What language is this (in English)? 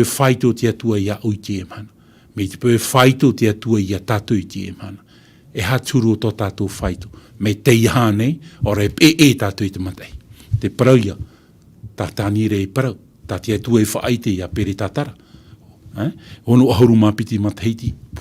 Tahitian